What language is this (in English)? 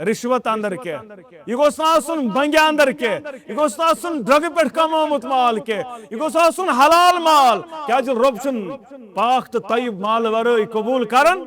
Kashmiri